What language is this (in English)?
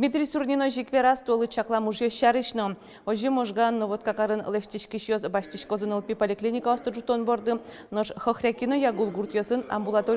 Udmurt